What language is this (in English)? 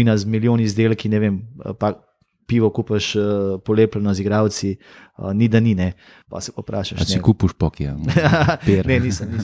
Slovenian